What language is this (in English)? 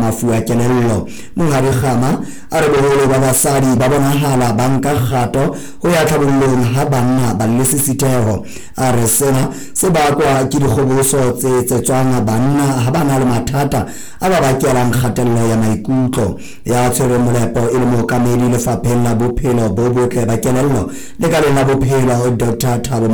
Southern Sotho